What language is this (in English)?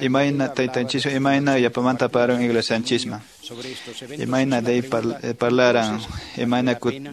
Quechua